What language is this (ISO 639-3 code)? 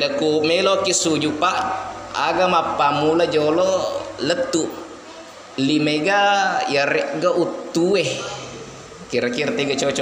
bug